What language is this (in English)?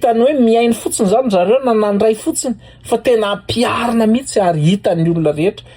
Malagasy